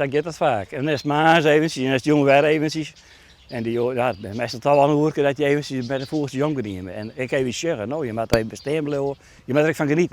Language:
Western Frisian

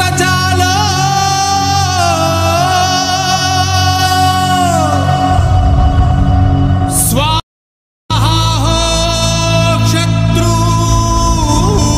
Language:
Marathi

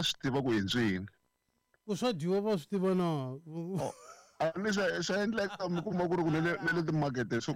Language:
Tsonga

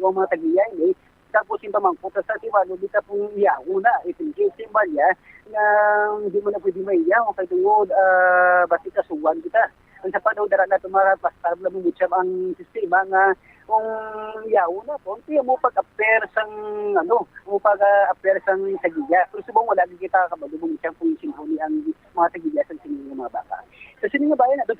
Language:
Hiligaynon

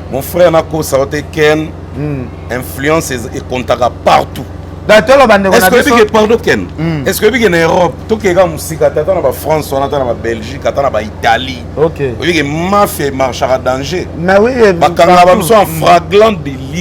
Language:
Lingala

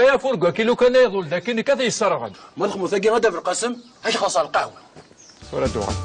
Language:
Kabyle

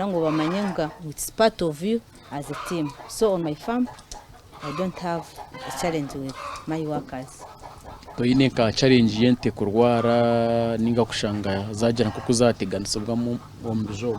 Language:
Nyankole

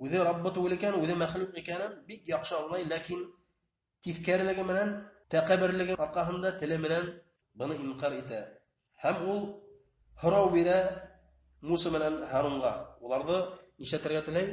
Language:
Bashkir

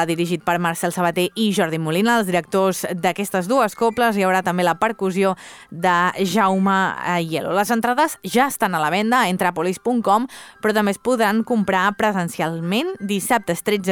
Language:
Catalan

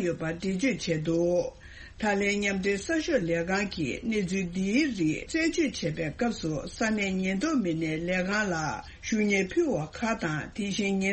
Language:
Tibetan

